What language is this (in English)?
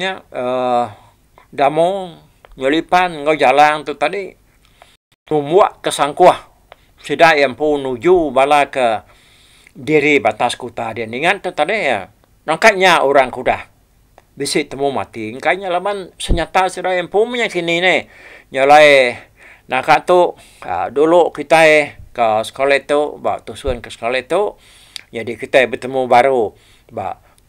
Iban